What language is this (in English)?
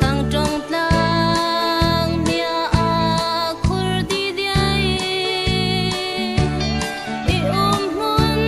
Falam Chin